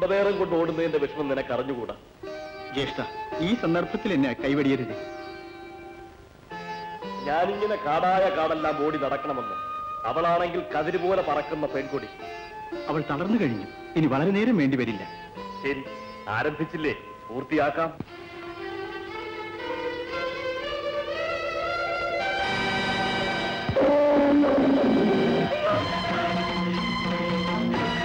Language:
Malayalam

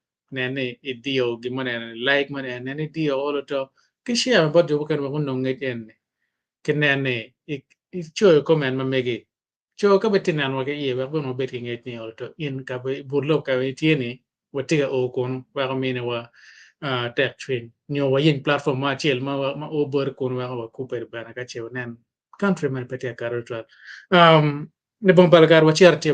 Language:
Acoli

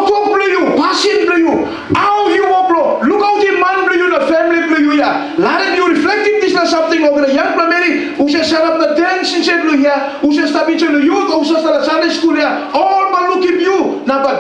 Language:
Tok Pisin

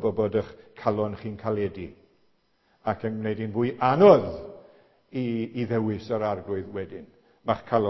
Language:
Welsh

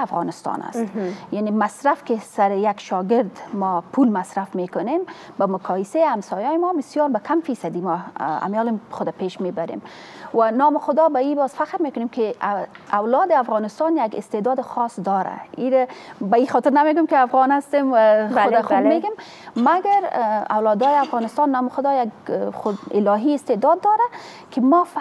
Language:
Persian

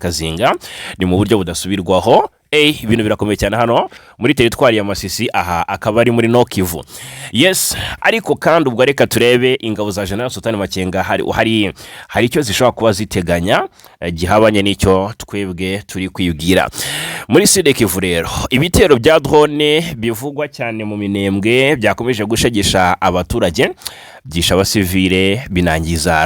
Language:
Kinyarwanda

